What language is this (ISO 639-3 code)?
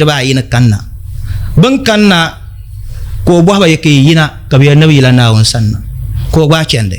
dag